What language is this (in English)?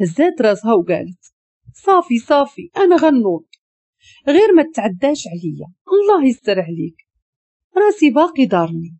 Moroccan Arabic